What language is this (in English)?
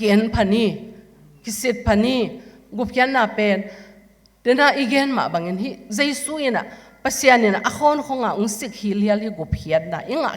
Tedim Chin